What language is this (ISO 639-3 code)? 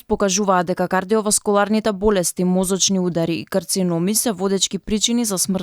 mkd